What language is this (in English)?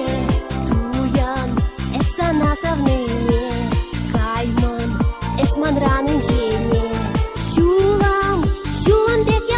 Chuvash